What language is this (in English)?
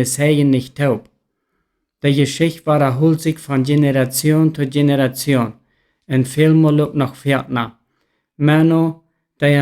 Plautdietsch